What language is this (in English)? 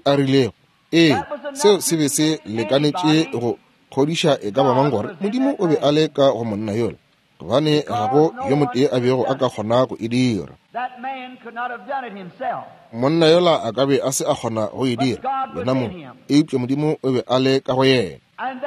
Northern Sotho